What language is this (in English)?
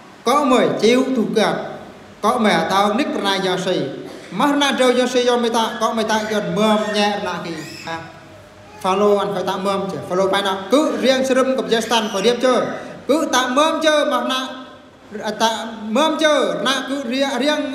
Eastern Bru